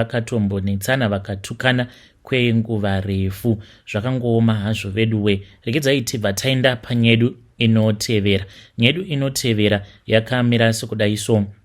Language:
Shona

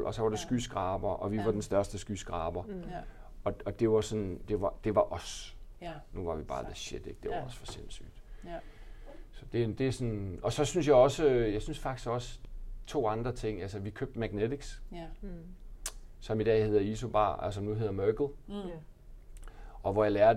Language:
Danish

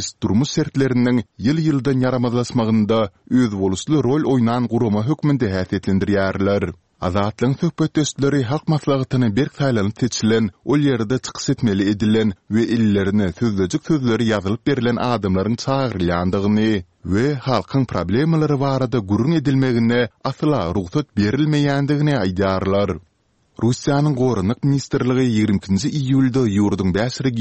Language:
Turkmen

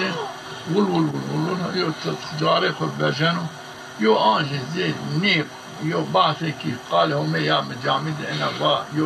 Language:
Zaza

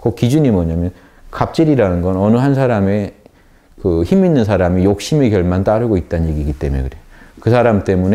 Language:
Korean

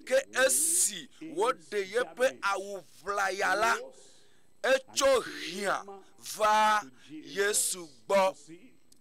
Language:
Ewe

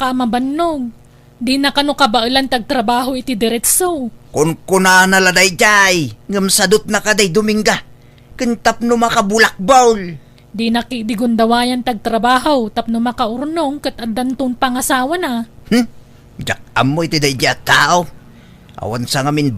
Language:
Iloko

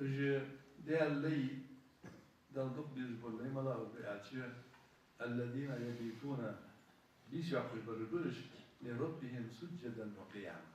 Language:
Ingush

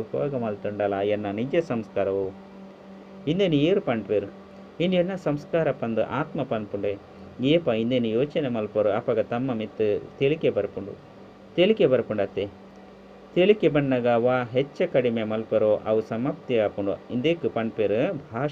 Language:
Tulu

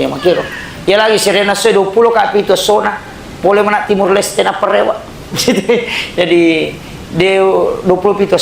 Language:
Buginese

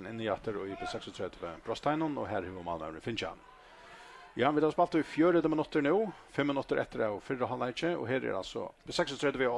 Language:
Faroese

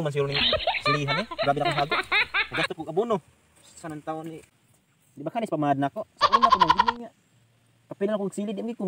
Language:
Cebuano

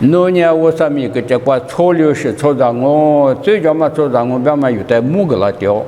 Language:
Lisu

